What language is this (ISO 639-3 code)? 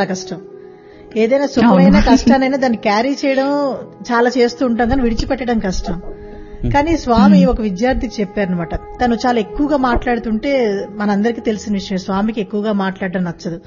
tel